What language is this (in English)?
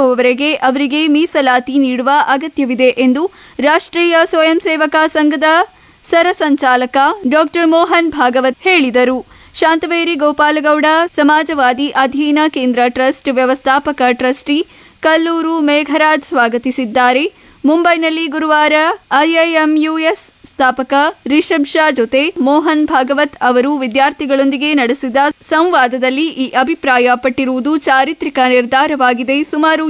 Kannada